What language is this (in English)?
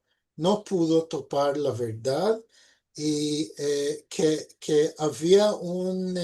Ladino